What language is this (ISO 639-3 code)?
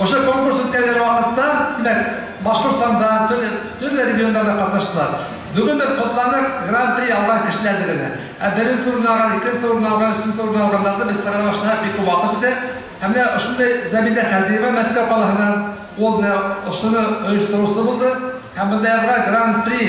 bak